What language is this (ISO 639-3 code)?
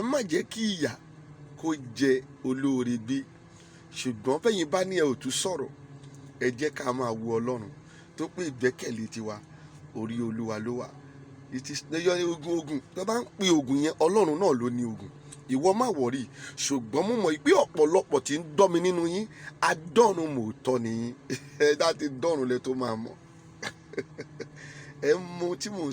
yor